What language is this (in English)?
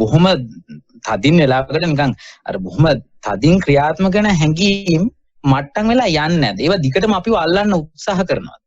Sinhala